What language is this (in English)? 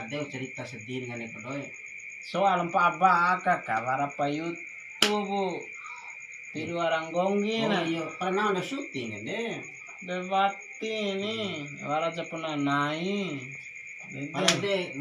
Bima